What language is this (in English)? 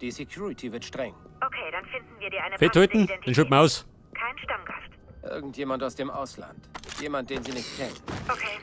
Bavarian